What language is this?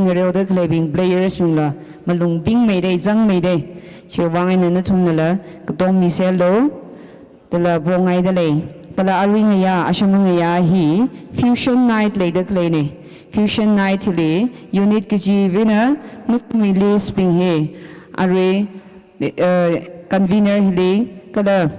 Tangkhul Naga (India)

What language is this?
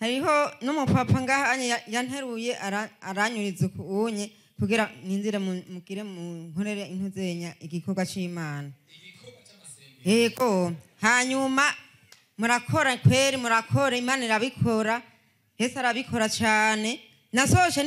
Rundi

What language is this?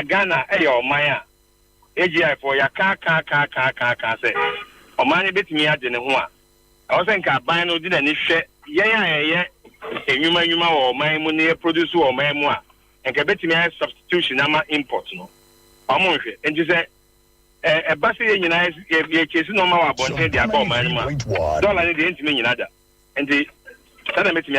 Akan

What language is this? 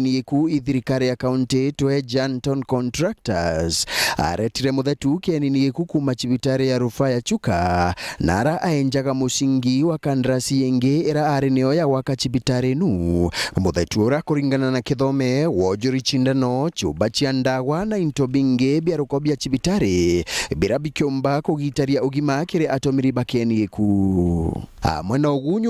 Meru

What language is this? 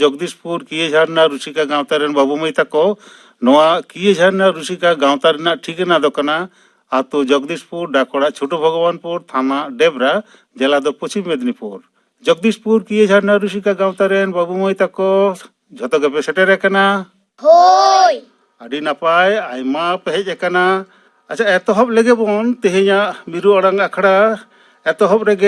Santali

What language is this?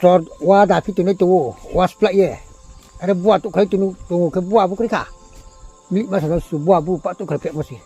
Riang (India)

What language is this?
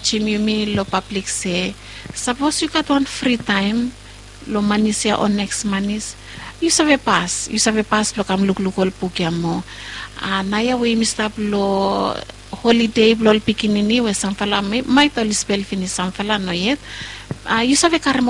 Bislama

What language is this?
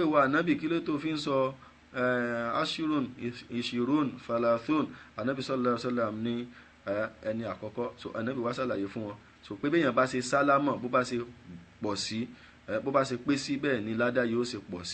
Yoruba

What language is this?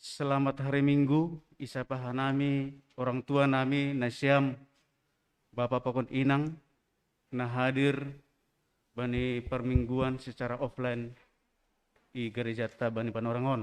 Batak Simalungun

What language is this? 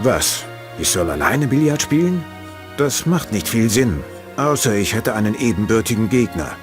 Bavarian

